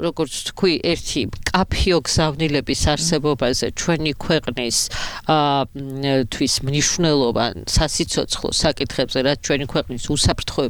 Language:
Georgian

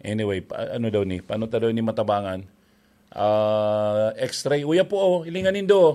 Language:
Bikol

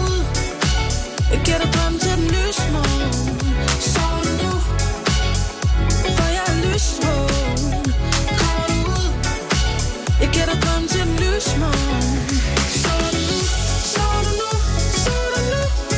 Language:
Danish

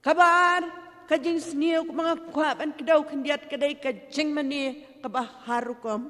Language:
Khasi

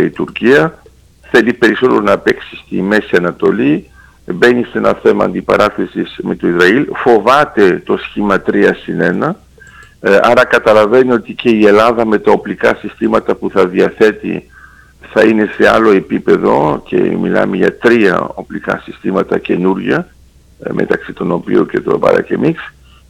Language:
Greek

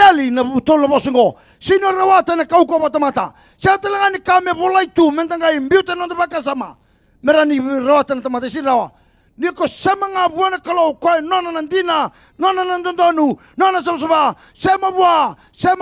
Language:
Fijian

